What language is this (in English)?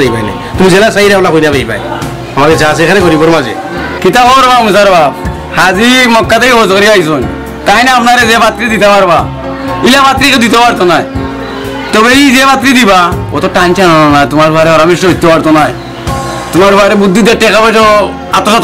Sylheti